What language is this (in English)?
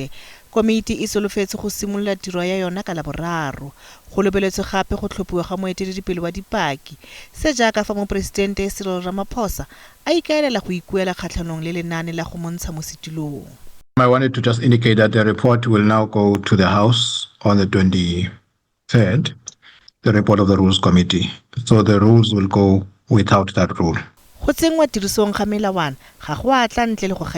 Tswana